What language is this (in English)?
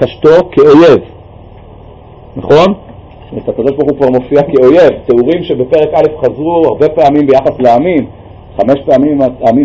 Hebrew